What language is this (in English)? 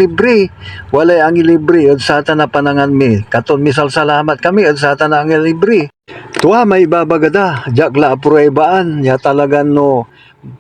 Pangasinan